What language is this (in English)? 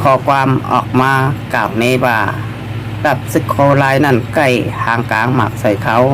Shan